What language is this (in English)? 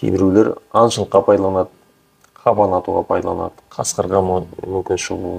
Kazakh